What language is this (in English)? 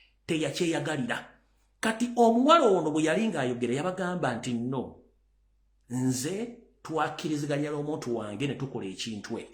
Ganda